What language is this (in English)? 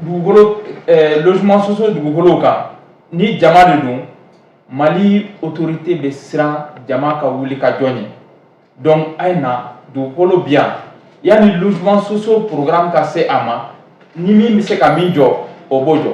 Bambara